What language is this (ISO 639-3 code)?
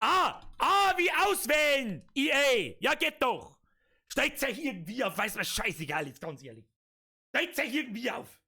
bar